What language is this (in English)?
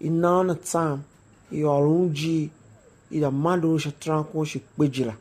Tiv